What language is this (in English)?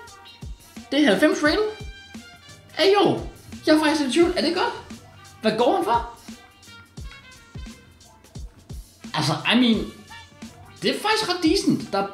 Danish